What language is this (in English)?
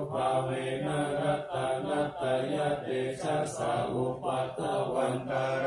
Pali